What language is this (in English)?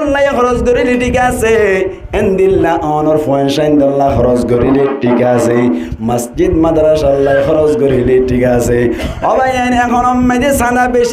Rohingya